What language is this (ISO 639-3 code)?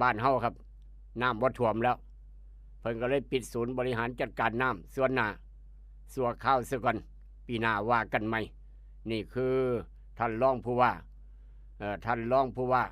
tts